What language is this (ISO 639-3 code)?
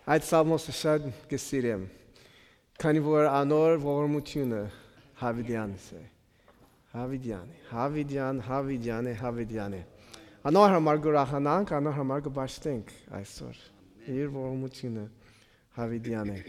hyw